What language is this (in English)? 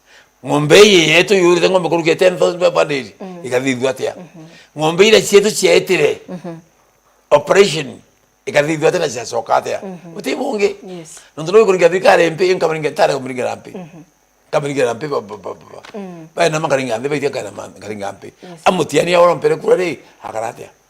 Meru